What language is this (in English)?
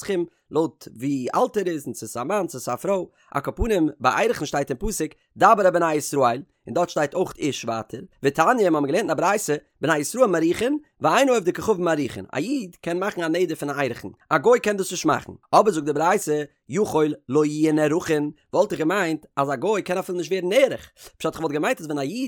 Yiddish